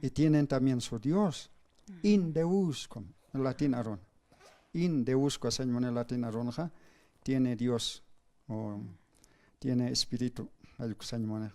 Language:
Aymara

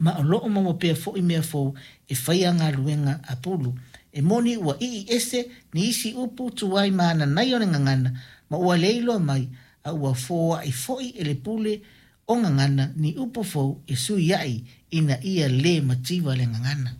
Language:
Samoan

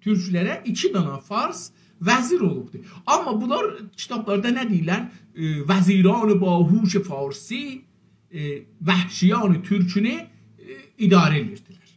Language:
South Azerbaijani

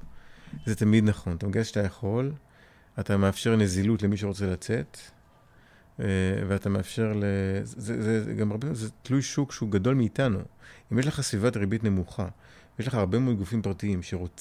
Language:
Hebrew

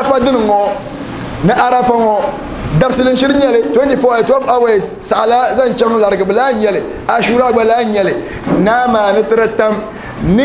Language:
Dagbani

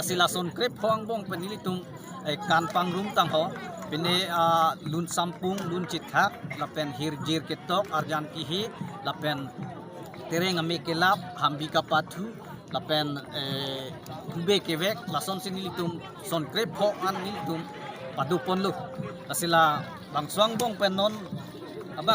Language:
Karbi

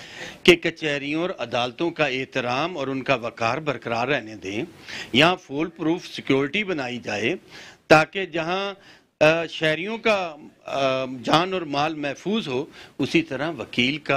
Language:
Urdu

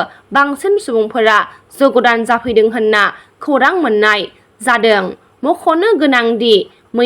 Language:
Bodo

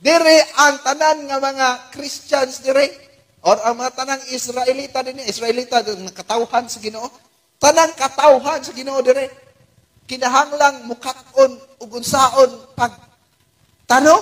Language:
Cebuano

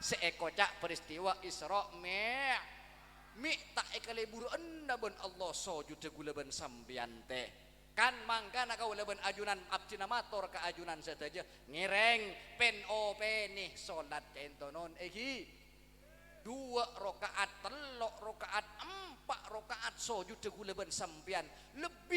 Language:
Madurese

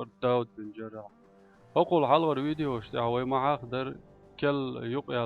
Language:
Chechen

